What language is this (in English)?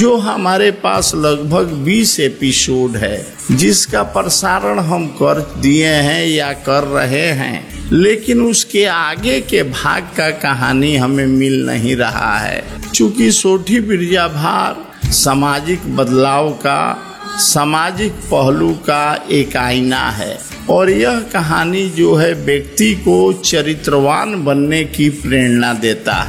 Hindi